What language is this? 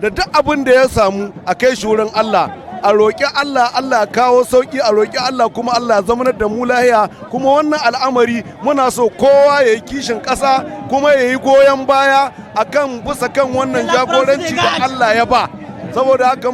Hausa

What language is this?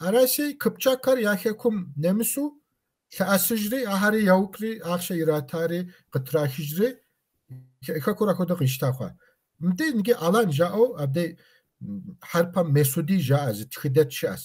Kabardian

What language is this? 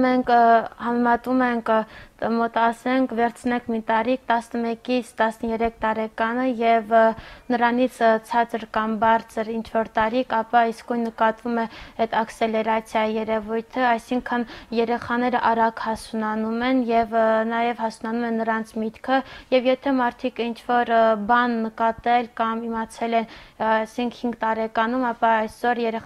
Armenian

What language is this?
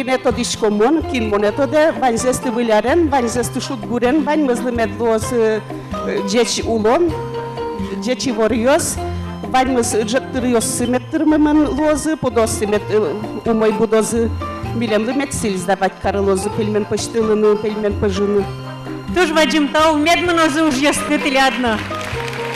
Udmurt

